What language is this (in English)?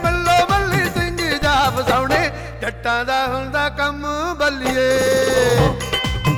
Punjabi